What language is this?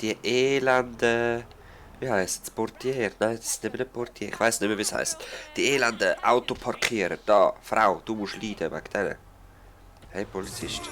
Swiss German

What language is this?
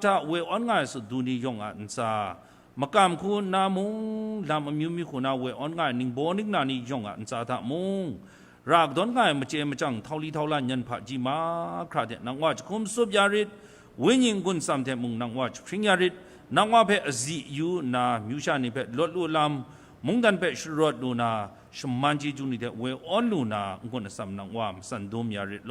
Kachin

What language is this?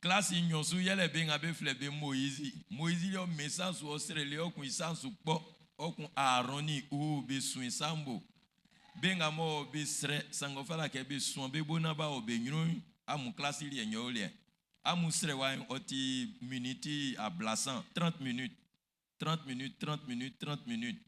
Baoulé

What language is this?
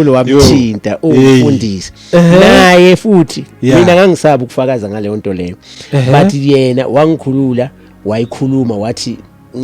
Zulu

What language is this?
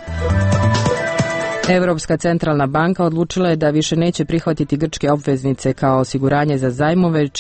Croatian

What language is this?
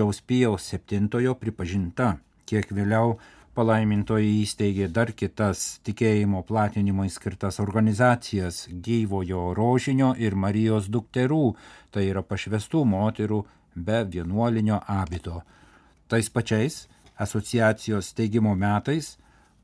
Lithuanian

